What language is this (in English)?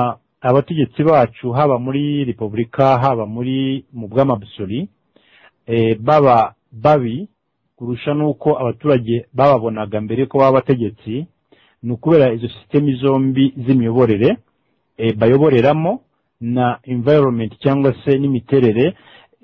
Kinyarwanda